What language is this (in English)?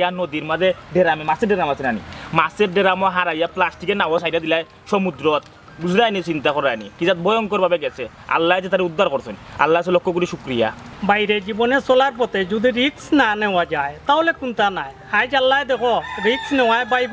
Sylheti